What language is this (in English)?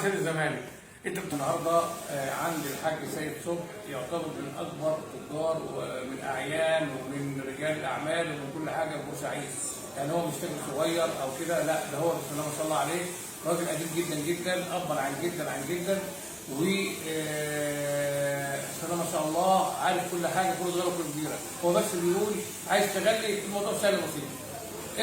Egyptian Arabic